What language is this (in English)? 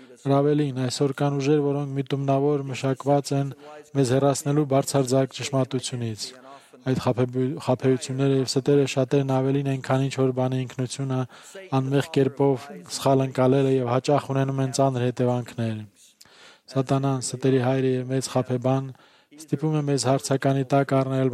Armenian